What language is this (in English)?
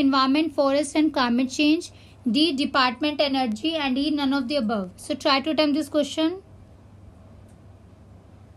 English